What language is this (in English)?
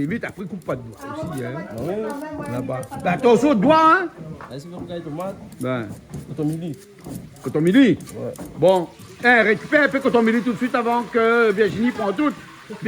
Réunion Creole French